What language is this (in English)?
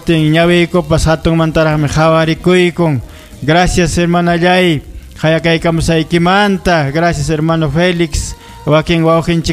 Ayacucho Quechua